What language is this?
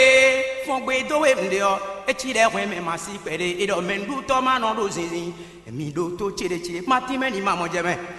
Fon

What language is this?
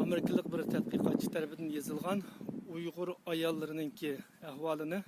Uyghur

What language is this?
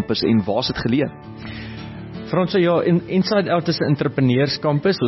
Afrikaans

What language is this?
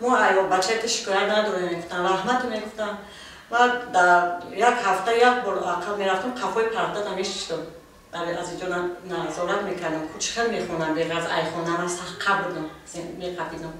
Tajik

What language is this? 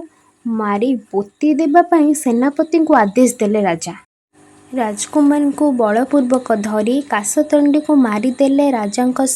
Odia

